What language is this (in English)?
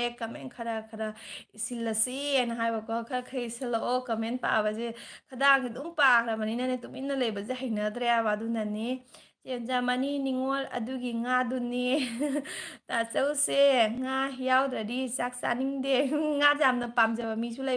Manipuri